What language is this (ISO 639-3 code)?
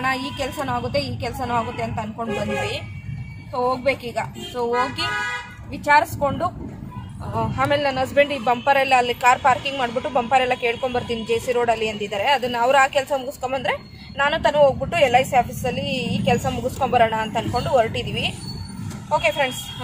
kan